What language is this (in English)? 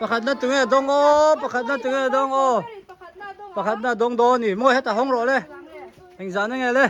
Hmar